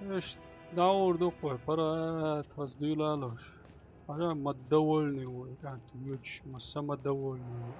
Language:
Chechen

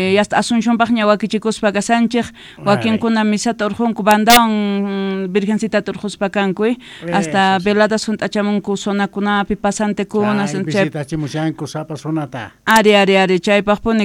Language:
South Bolivian Quechua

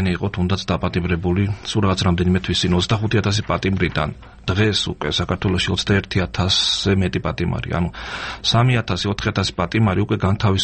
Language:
Georgian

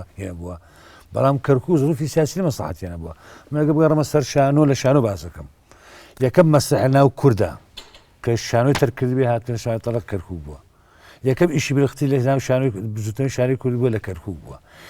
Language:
Central Kurdish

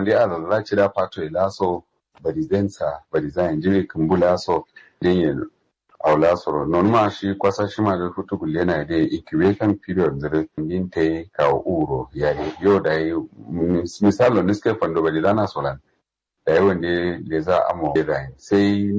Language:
Kanuri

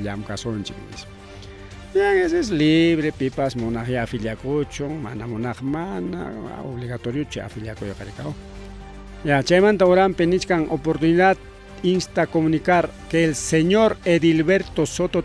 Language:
Ayacucho Quechua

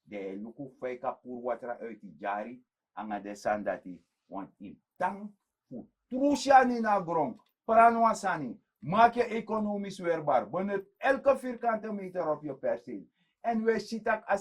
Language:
Sranan Tongo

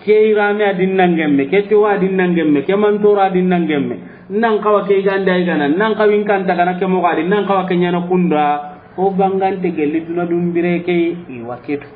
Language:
Soninke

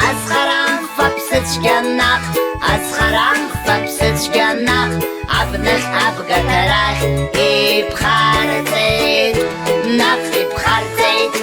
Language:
Abkhazian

